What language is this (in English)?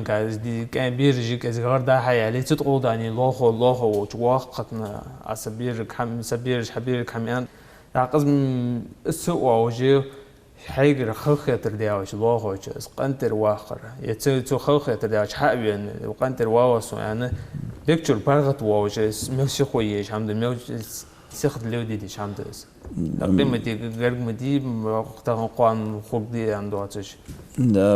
Ingush